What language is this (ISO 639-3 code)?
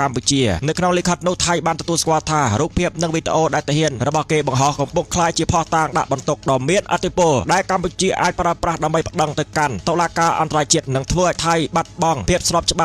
khm